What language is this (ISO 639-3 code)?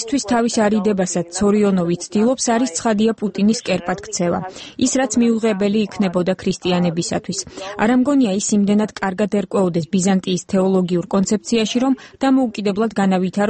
kat